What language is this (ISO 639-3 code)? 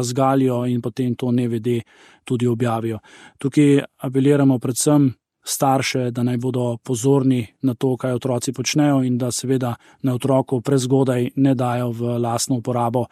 slv